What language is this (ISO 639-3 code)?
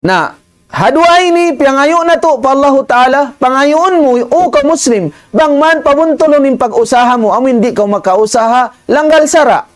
tsg